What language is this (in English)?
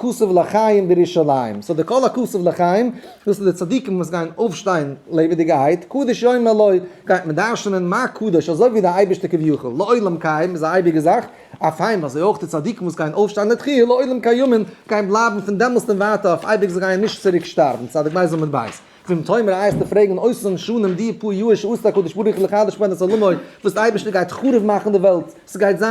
Yiddish